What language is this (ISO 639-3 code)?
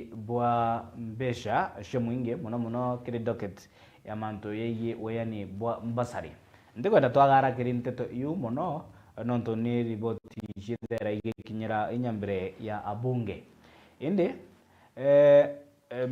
mer